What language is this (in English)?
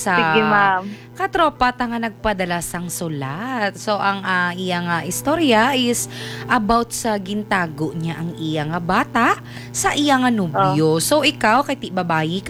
Hiligaynon